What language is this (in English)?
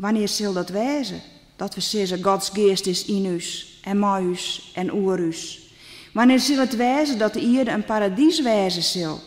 Western Frisian